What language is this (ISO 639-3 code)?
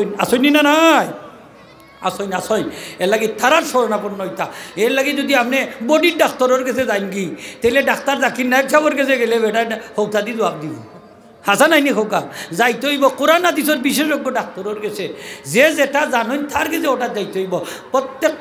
syl